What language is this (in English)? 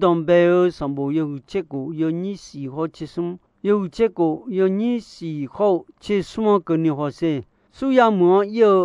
Akha